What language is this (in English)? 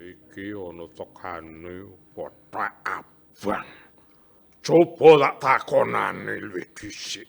Javanese